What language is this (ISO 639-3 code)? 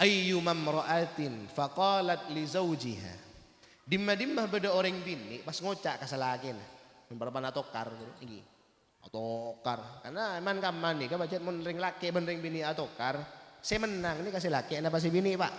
mad